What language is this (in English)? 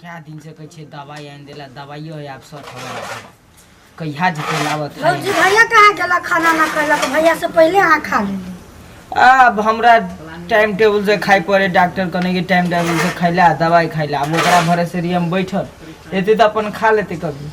Maithili